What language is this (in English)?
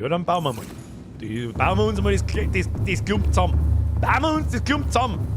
Bavarian